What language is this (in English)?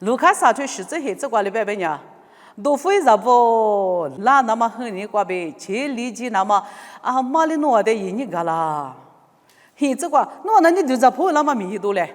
Lisu